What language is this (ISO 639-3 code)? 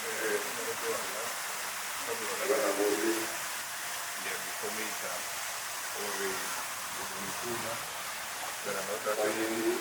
ven